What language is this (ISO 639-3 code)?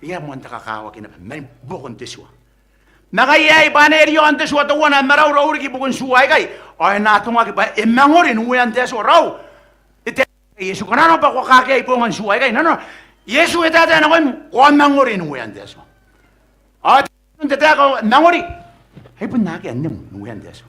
gil